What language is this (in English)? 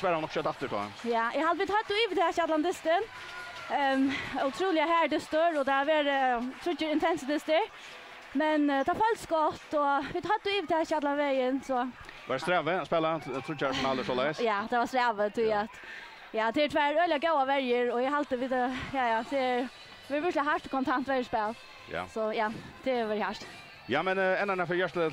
Faroese